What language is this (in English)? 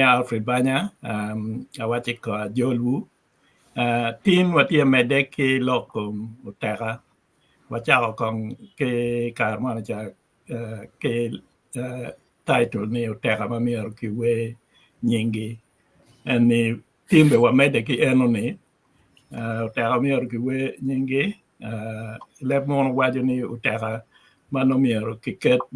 Acoli